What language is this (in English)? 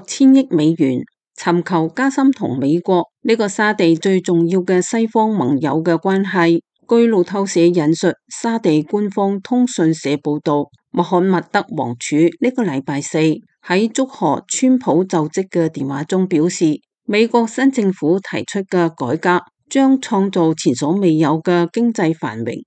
Cantonese